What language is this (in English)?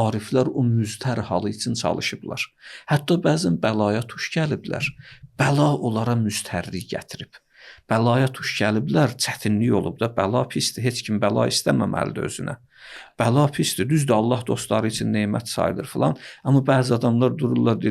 Azerbaijani